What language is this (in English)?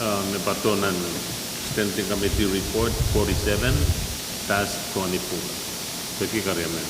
Pohnpeian